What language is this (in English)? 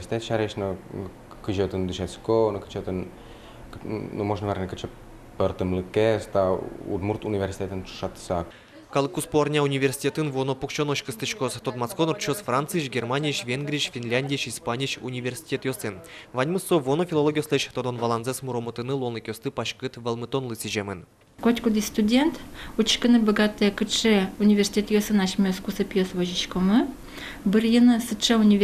Udmurt